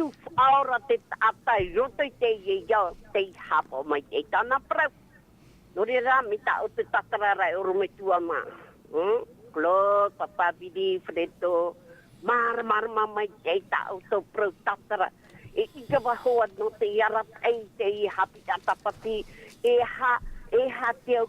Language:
Tahitian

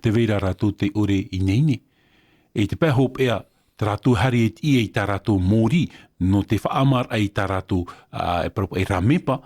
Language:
Tahitian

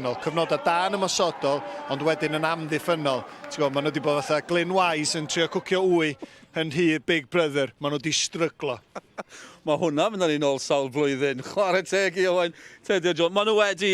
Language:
Welsh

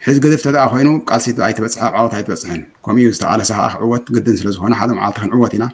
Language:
Tigrinya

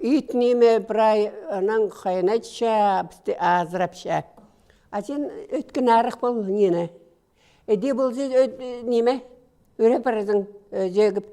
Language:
Khakas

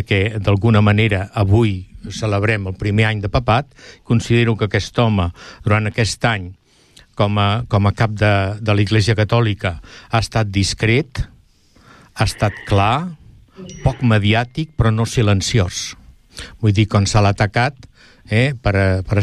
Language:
Catalan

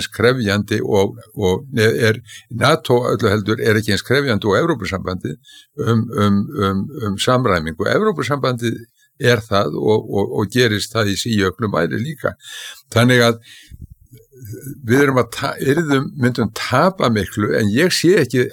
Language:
Icelandic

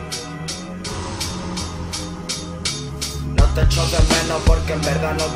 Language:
Spanish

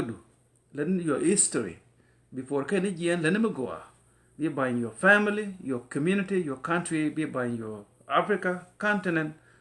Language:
Nuer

